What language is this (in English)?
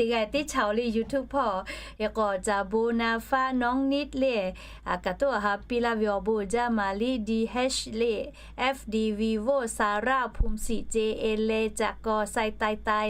Lahu